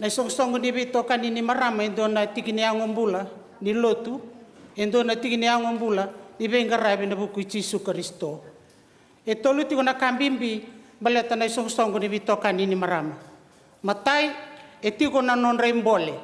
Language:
Fijian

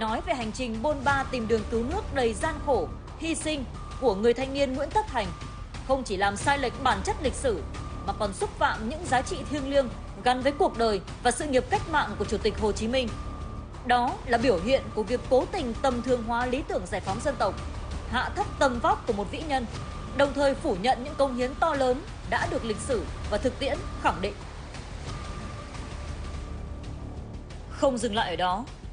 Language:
Vietnamese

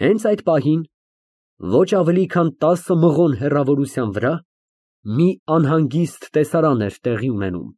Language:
Armenian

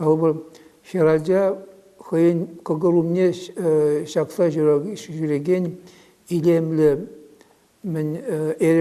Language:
Chuvash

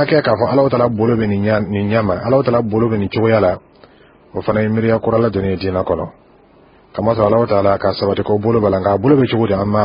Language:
Dyula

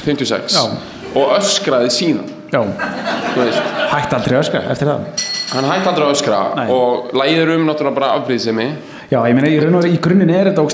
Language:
Icelandic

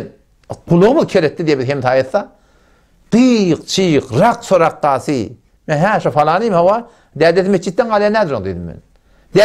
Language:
Turkmen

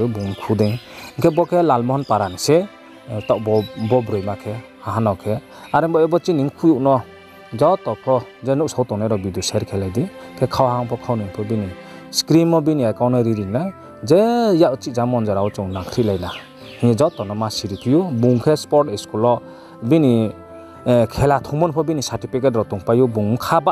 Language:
Riang (India)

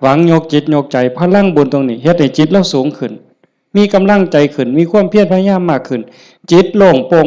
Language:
Lao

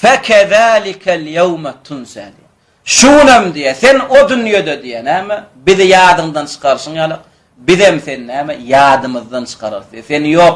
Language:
Turkmen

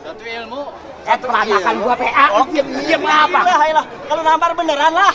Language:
Betawi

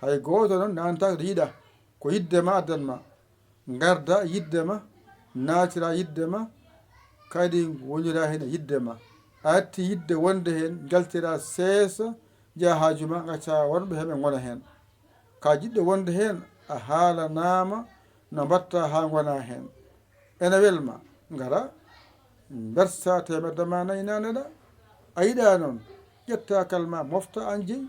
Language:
Fula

